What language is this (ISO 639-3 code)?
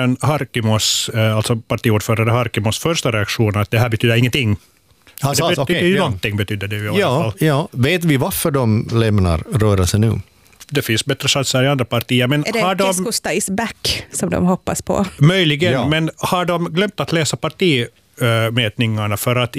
swe